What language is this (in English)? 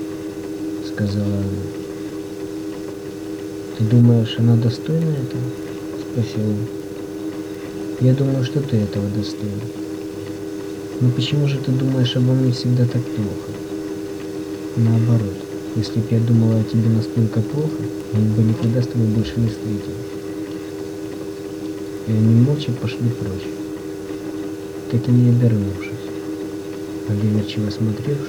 Russian